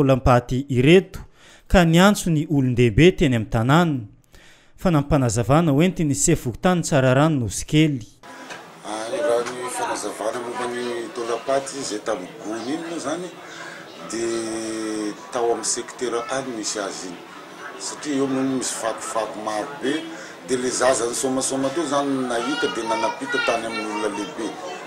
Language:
Malagasy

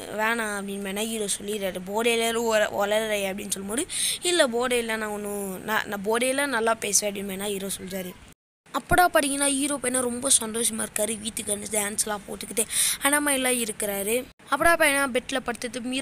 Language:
Tamil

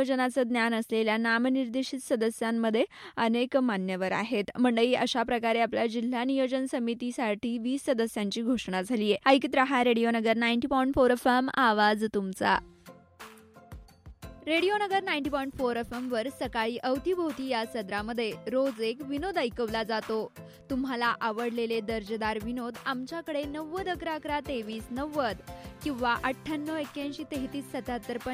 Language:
Marathi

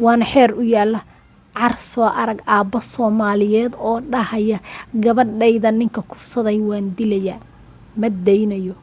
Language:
Somali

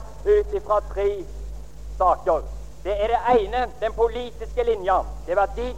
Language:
Norwegian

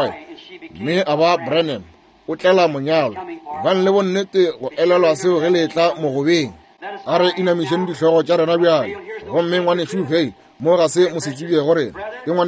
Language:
Northern Sotho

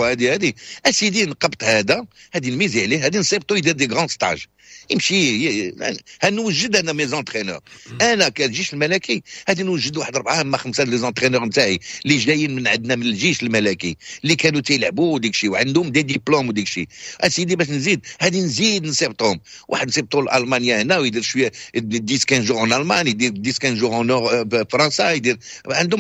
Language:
Moroccan Arabic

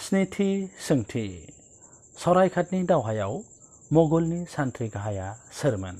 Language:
Bodo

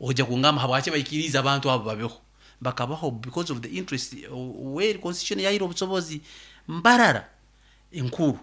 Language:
Nyoro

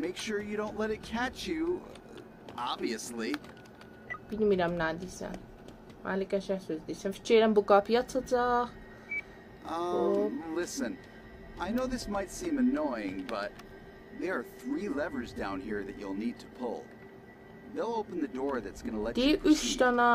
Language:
South Azerbaijani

